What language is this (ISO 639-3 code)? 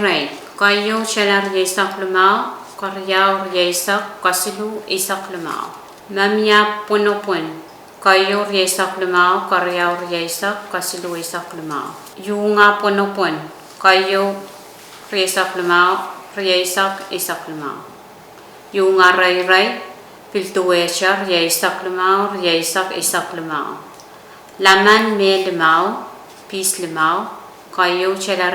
pon